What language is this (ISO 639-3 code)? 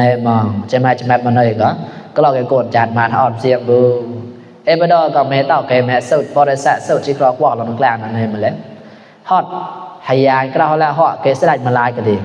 mnw